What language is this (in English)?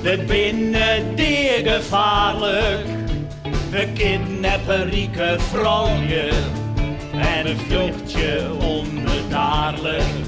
Western Frisian